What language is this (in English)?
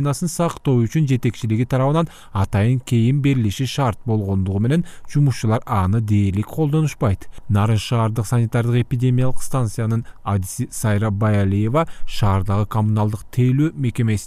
Kyrgyz